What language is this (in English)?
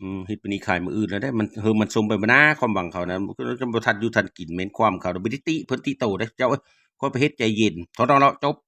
Lao